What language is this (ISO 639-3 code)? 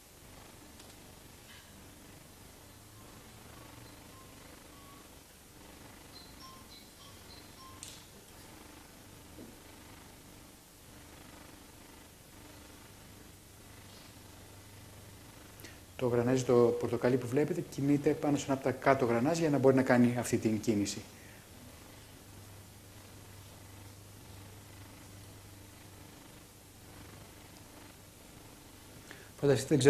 ell